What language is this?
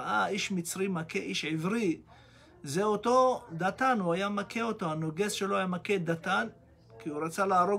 Hebrew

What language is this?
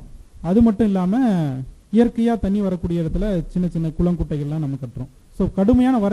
Tamil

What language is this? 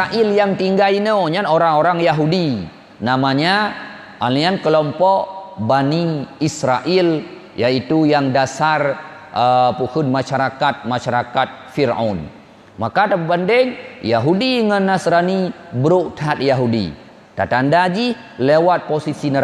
Achinese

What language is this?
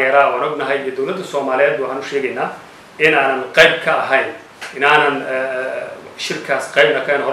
Somali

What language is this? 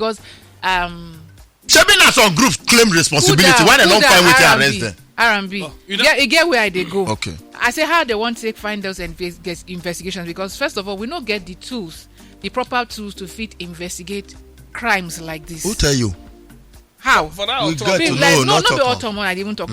Nigerian Pidgin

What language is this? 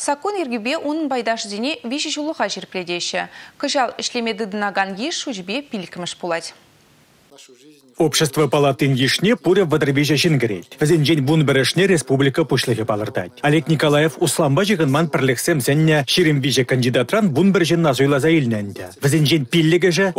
Chuvash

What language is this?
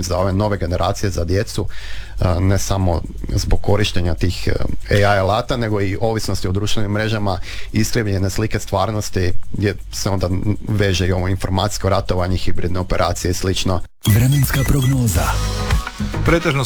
Croatian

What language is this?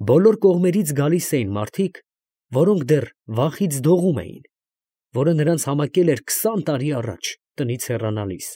Armenian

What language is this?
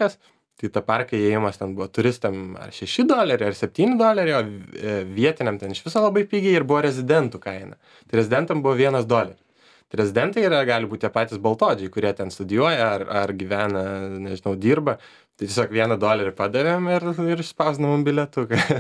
Lithuanian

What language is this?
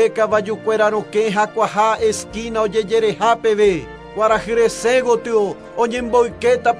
Guarani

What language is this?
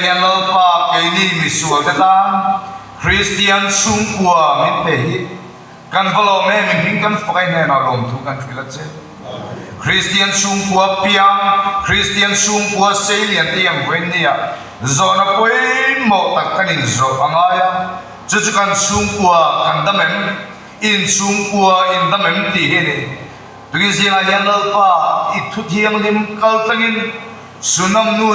Mizo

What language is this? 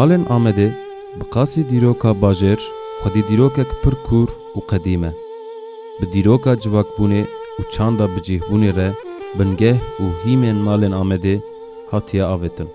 Kurdish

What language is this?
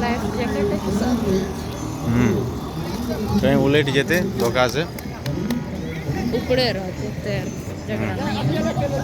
Maithili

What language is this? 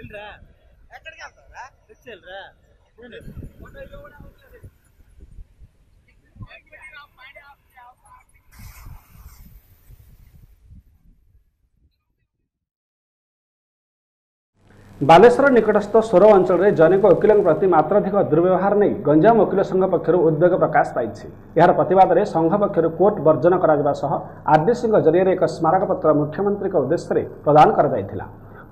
Odia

